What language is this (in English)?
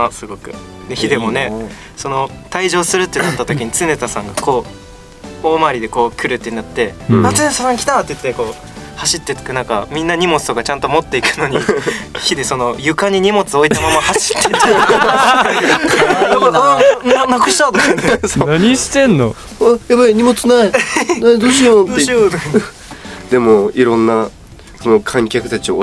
Japanese